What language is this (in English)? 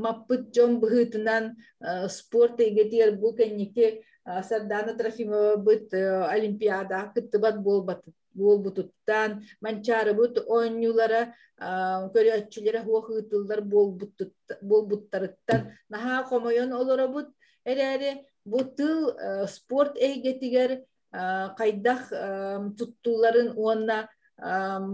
Yakut